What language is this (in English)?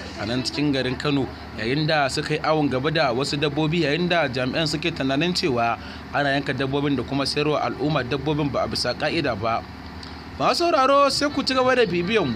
Hausa